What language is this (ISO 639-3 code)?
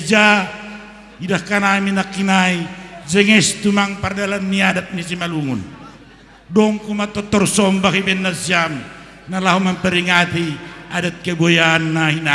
bts